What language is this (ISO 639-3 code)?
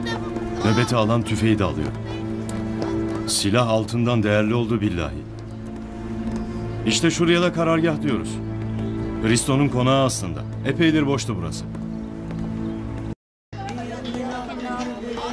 tur